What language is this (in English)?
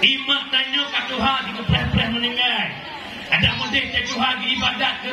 Achinese